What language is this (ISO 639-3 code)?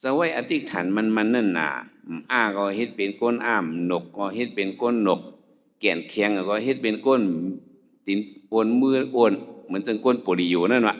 shn